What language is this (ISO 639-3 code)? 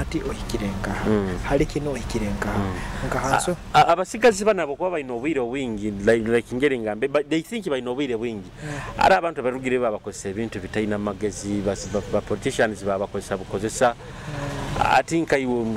nyo